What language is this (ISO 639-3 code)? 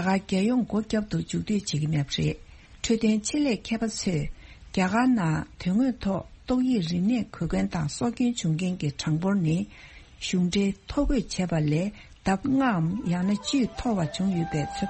bod